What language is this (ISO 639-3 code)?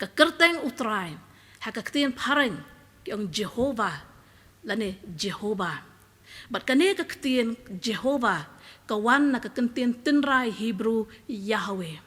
kha